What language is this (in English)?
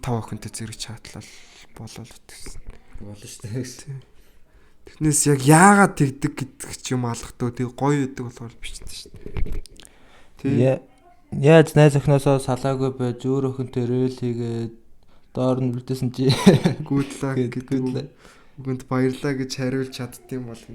Mongolian